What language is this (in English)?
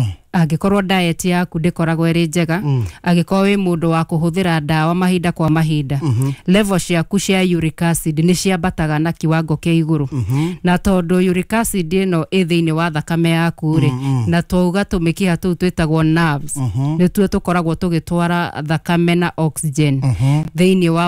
Kikuyu